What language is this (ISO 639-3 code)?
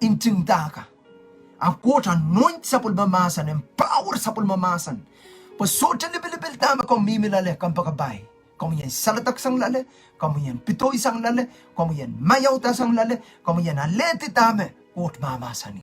pon